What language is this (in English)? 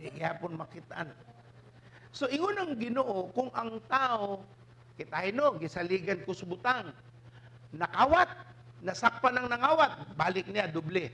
Cebuano